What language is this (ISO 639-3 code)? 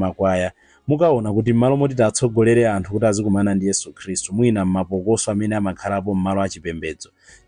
nya